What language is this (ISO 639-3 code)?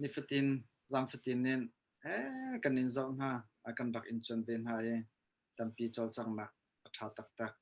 cnh